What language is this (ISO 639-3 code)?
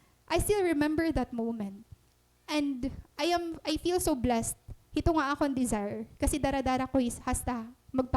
war